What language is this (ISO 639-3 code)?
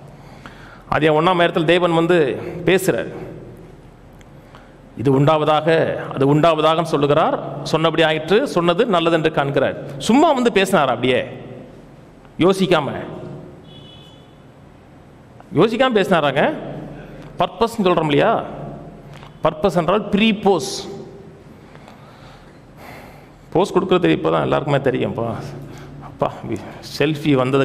tam